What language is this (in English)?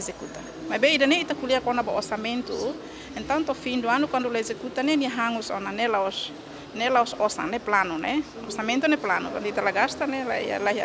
Tetum